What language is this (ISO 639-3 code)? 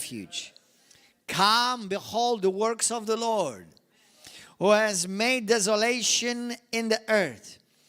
eng